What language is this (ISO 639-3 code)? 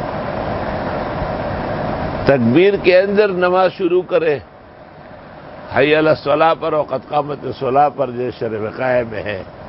urd